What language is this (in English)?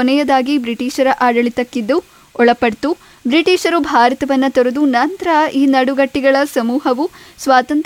Kannada